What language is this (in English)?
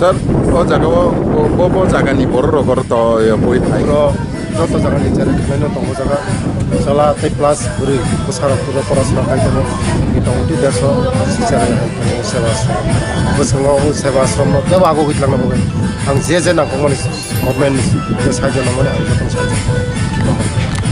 Kok Borok